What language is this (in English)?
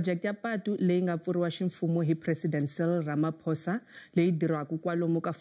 Tsonga